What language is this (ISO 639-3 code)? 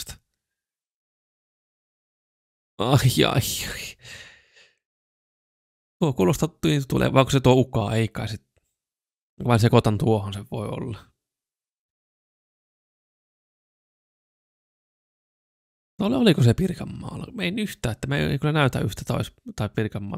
fin